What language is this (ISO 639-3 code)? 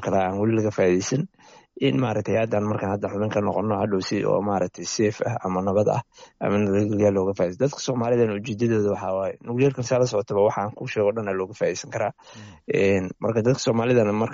som